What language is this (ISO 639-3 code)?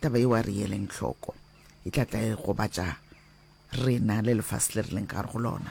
nso